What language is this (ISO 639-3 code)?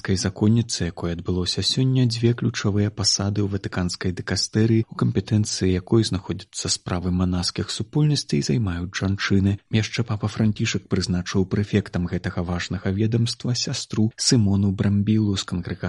bel